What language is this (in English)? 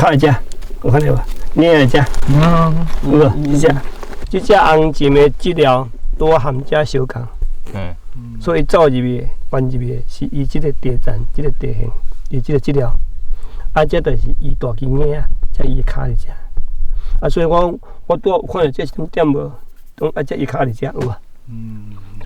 Min Nan Chinese